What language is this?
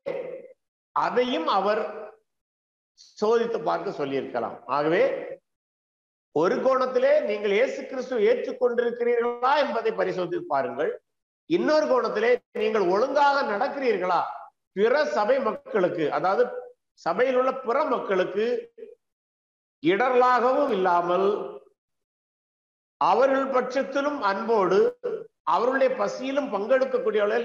Tamil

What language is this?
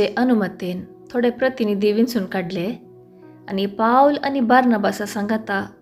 Konkani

